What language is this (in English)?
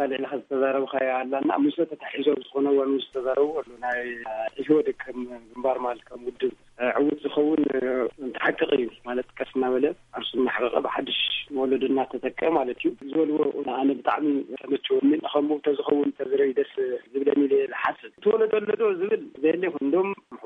Tigrinya